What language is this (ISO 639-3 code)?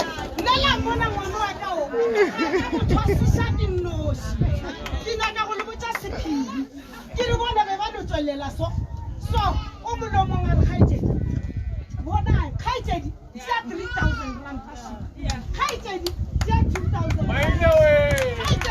nso